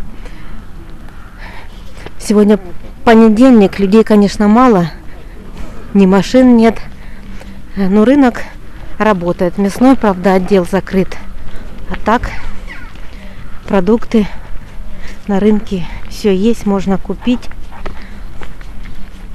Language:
Russian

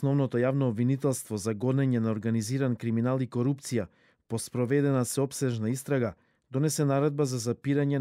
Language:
Macedonian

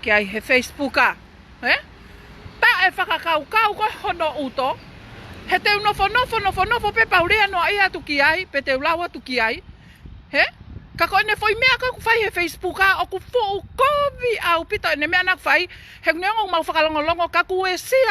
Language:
Tongan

